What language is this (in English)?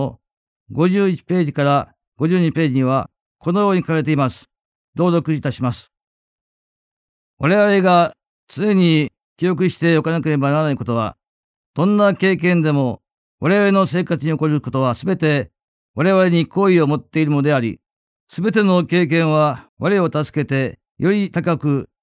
Japanese